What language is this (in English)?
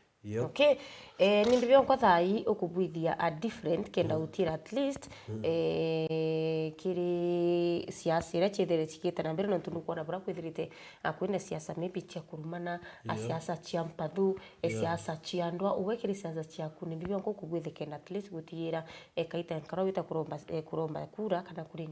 Meru